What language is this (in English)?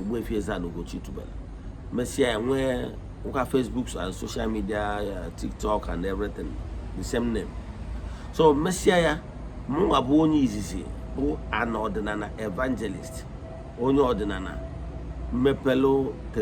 Igbo